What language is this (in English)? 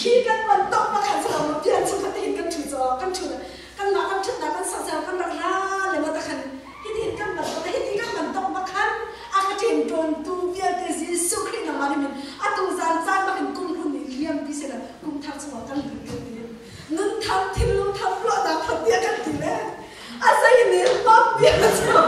Hakha Chin